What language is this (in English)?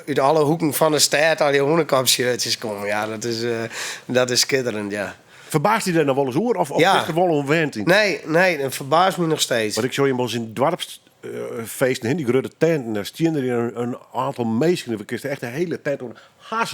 Western Frisian